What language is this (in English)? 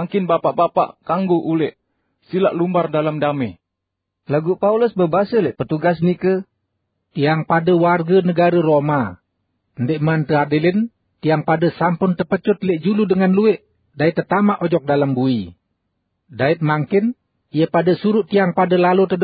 Sasak